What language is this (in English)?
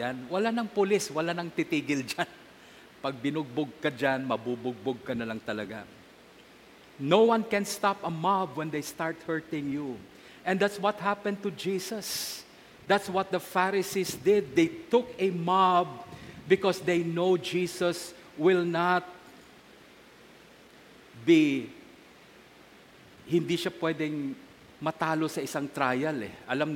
Filipino